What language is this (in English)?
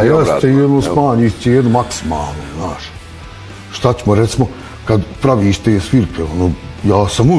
Bosnian